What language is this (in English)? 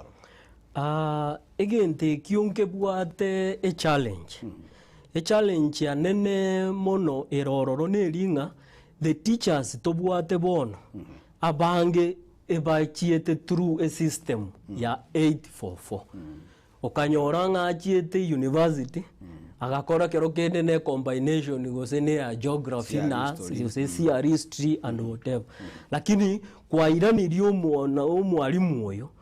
Gusii